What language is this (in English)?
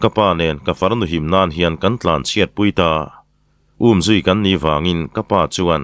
Mizo